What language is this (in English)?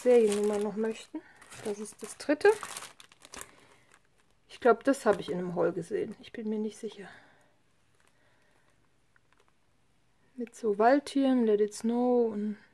German